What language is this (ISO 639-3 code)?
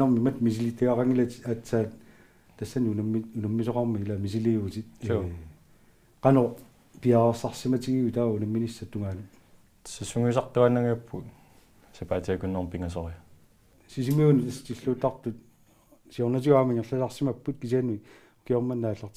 kal